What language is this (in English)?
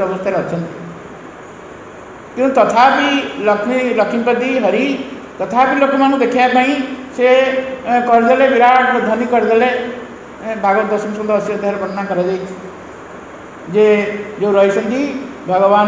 Odia